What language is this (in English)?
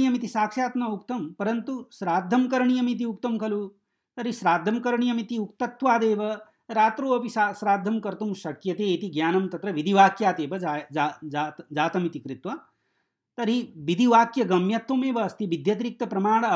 Sanskrit